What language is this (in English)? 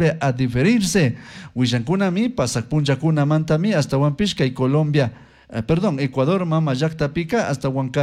Chimborazo Highland Quichua